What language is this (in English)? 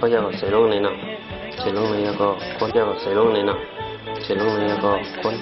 Shan